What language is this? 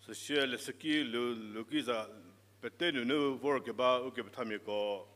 Angami Naga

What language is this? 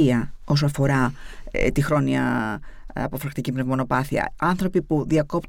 Greek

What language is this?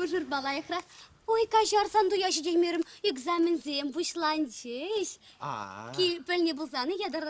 Chuvash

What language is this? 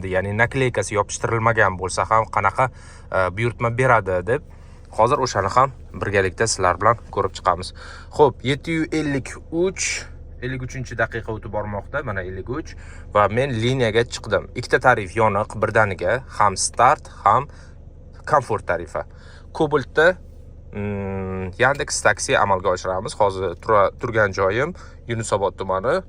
Uzbek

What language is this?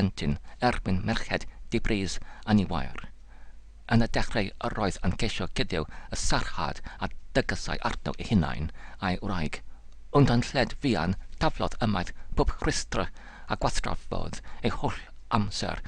Welsh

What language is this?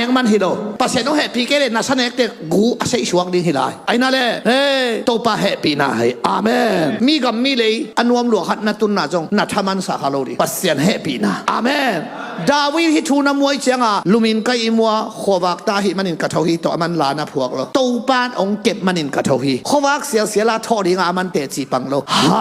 Tedim Chin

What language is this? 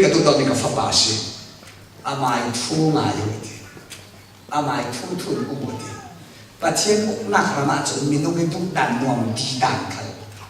Falam Chin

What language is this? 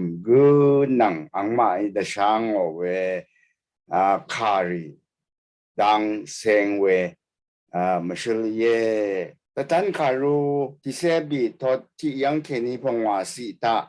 Rawang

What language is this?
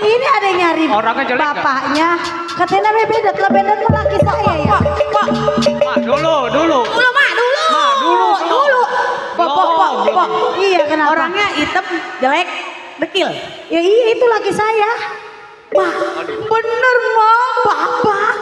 Betawi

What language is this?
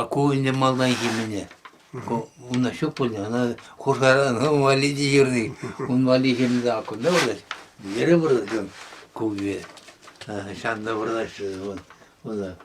Chuvash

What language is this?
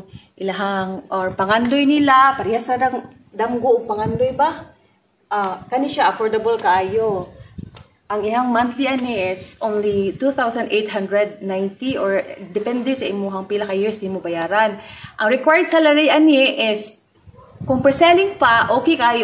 Cebuano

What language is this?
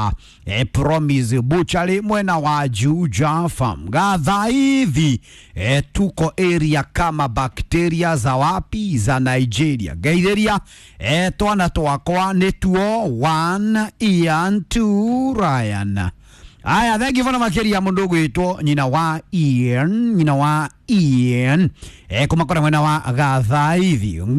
Kikuyu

